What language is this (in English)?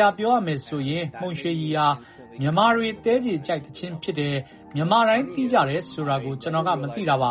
Burmese